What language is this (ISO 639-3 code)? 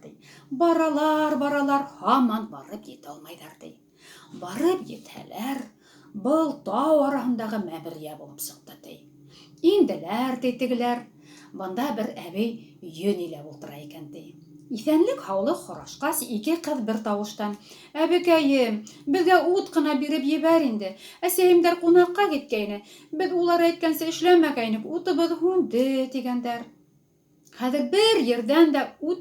bak